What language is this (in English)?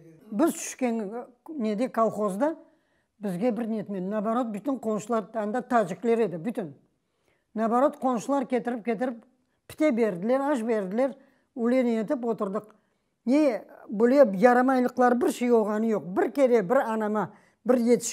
Crimean Tatar